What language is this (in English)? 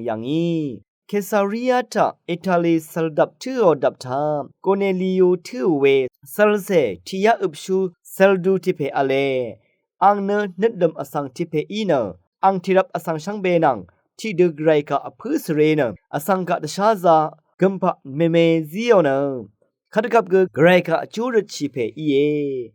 Rawang